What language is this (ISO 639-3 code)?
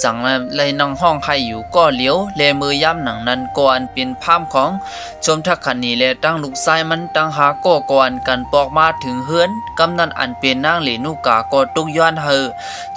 shn